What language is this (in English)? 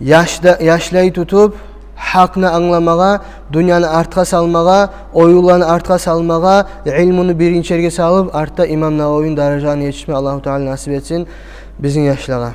Kumyk